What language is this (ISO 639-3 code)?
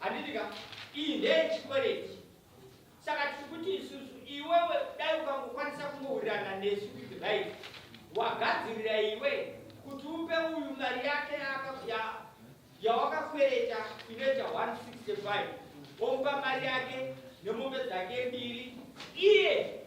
sna